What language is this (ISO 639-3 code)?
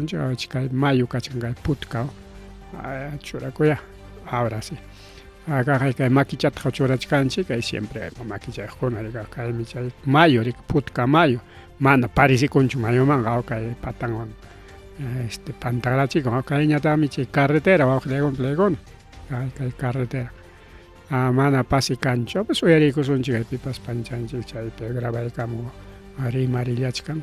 quy